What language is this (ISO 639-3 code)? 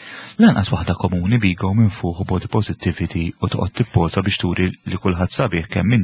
mlt